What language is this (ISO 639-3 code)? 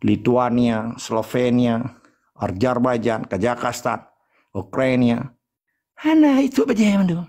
ace